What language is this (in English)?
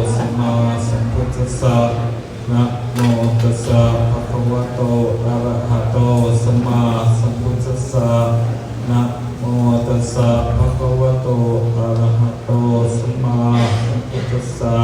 Pali